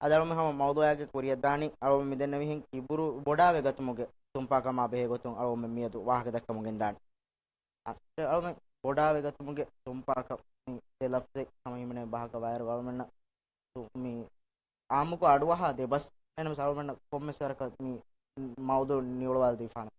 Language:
Divehi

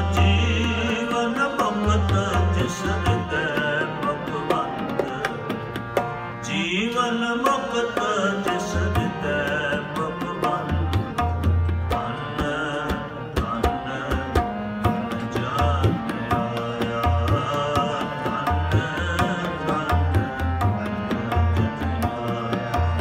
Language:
Punjabi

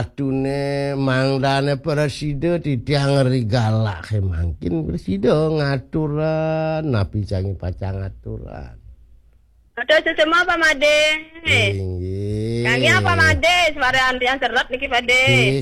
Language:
Balinese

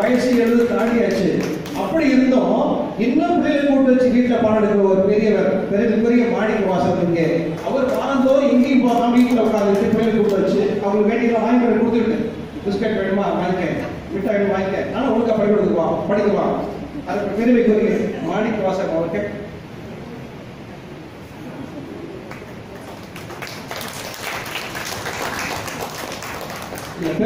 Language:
Tamil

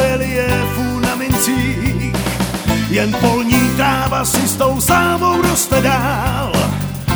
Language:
Czech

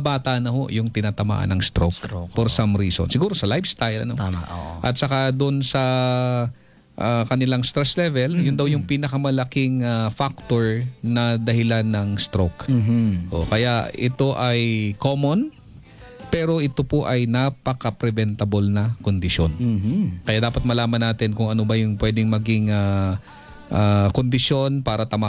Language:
Filipino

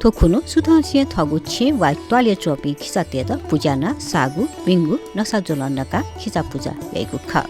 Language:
Newari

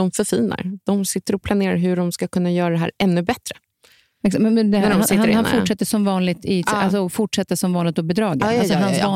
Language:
Swedish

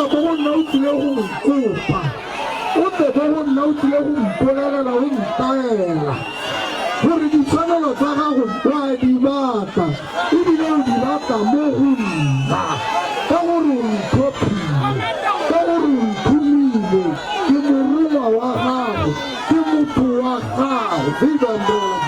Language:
Tswana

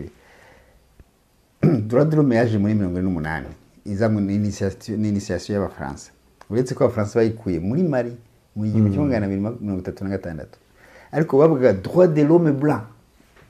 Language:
Kinyarwanda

